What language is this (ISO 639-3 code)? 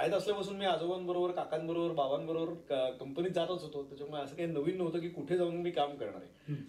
mar